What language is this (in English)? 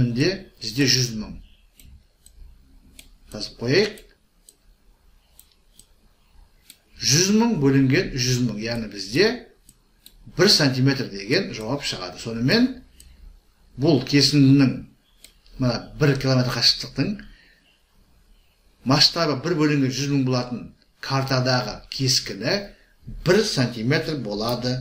Kazakh